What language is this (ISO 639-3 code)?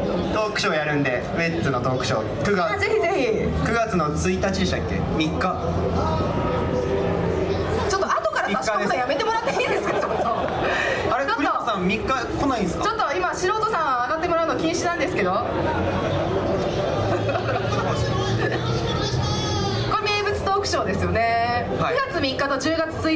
jpn